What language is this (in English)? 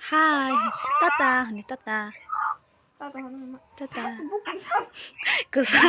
Kok Borok